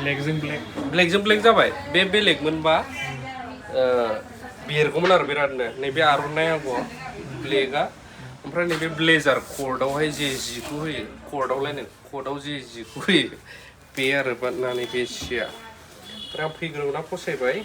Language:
Bodo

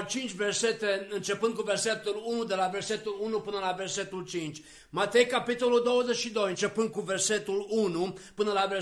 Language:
Romanian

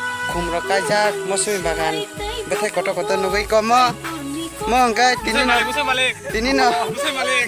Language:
Kok Borok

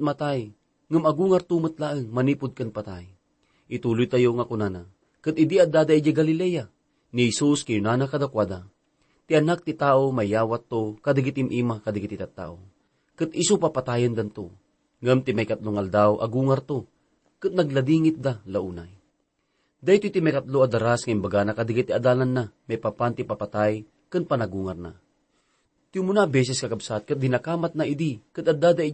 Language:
Iloko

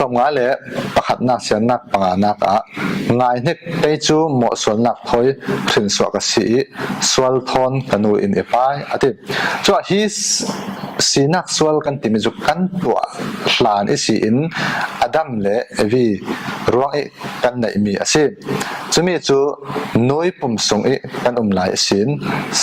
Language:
Falam Chin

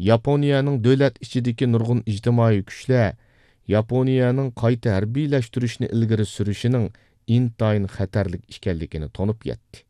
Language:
Uyghur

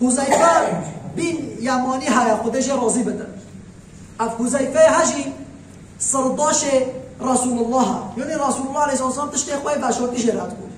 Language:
Kurdish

